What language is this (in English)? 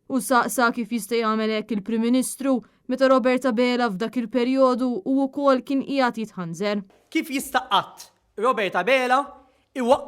Maltese